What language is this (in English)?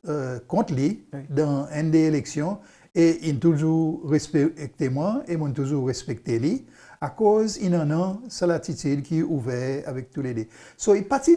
Seselwa Creole French